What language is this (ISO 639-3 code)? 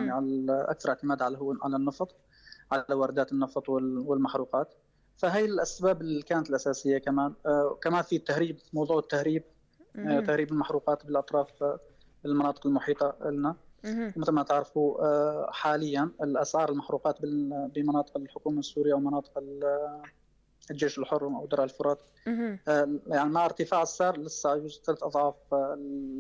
apc